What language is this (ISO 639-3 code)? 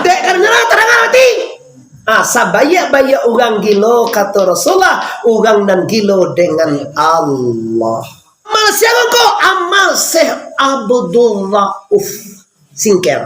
min